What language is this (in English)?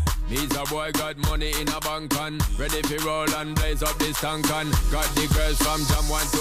Luxembourgish